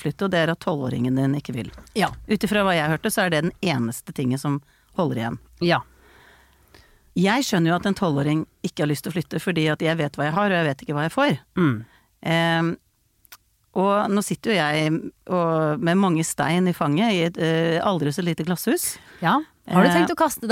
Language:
Norwegian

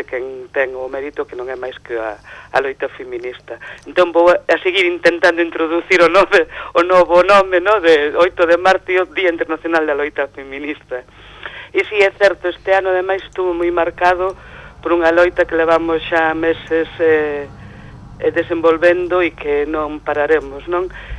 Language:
Galician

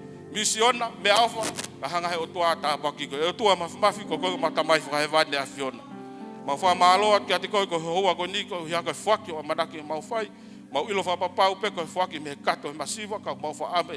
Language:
Tongan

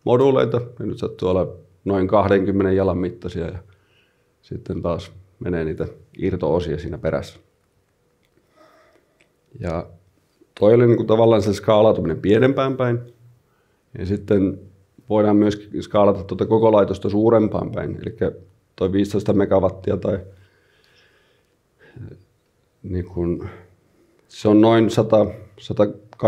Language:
Finnish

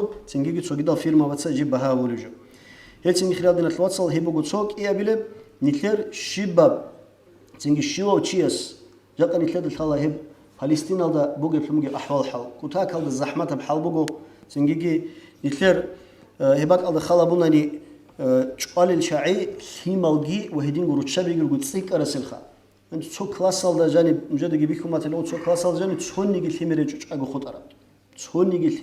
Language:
Avaric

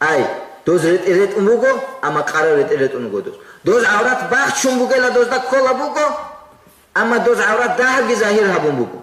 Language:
Avaric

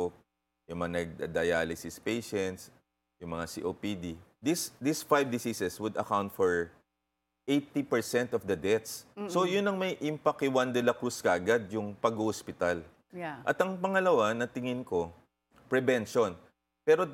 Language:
Filipino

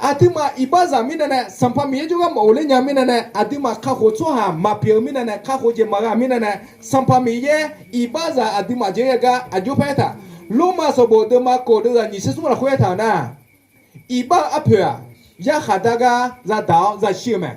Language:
Akha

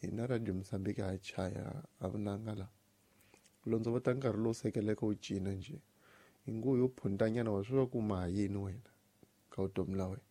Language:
Tsonga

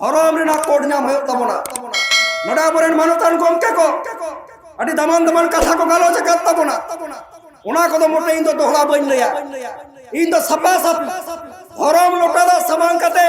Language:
Santali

